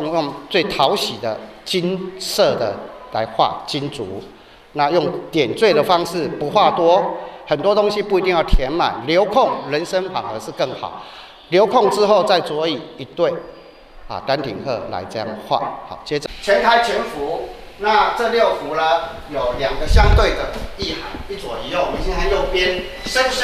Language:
Chinese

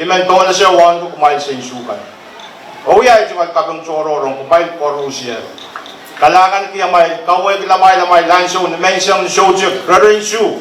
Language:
Pohnpeian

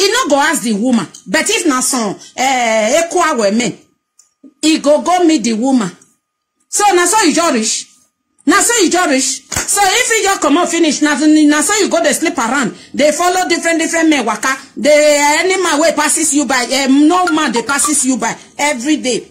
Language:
Nigerian Pidgin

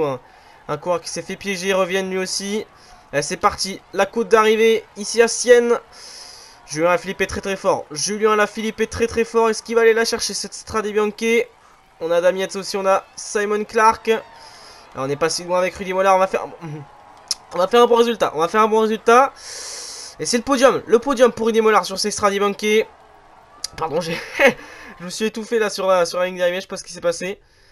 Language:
French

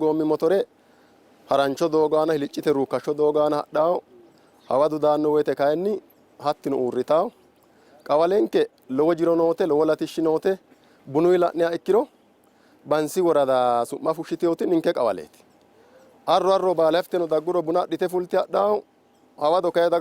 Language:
Sidamo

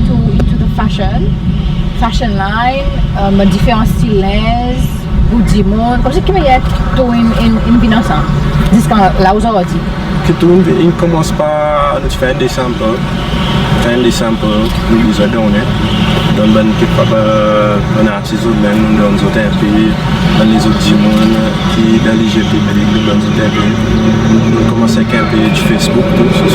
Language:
Seselwa Creole French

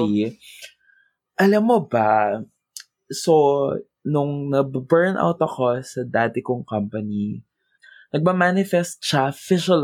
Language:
Filipino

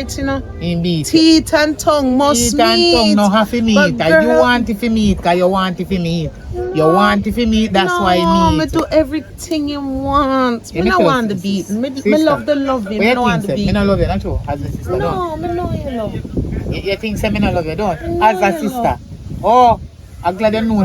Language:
Jamaican Creole English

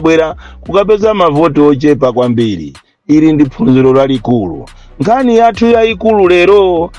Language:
Nyanja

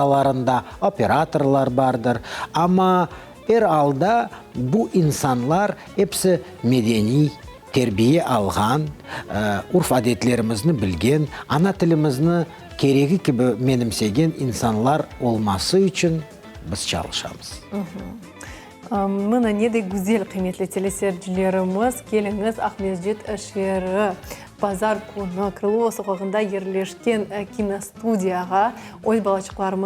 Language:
Crimean Tatar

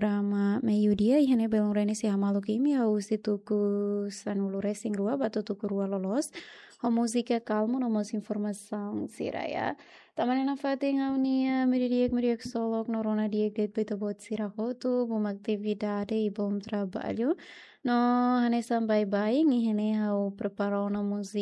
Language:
Tetum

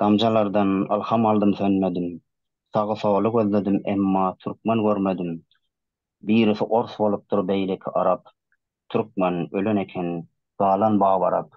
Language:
Turkmen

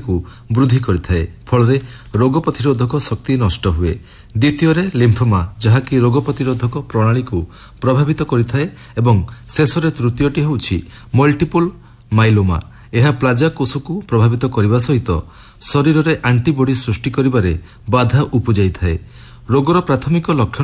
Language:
Odia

